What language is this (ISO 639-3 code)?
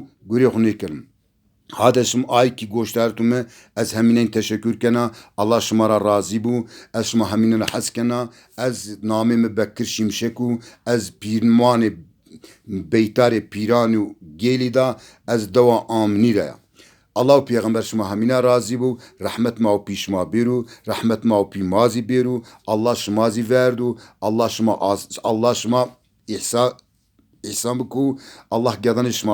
zza